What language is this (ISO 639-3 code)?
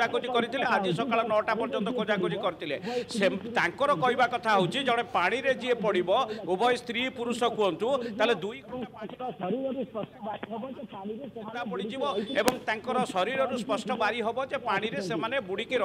ori